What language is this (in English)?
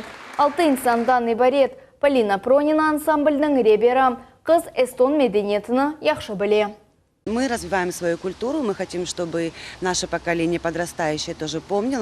Crimean Tatar